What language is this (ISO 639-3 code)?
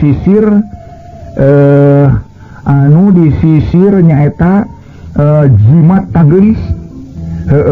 sun